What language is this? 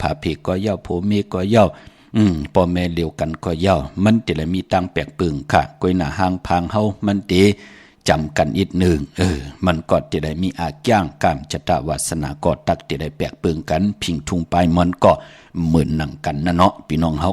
Shan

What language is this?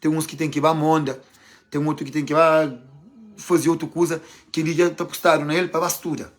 Kabuverdianu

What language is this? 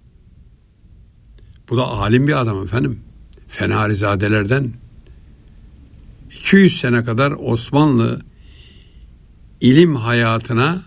Turkish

